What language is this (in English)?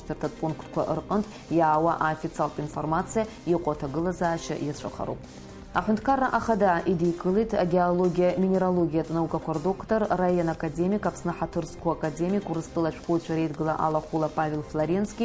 Abkhazian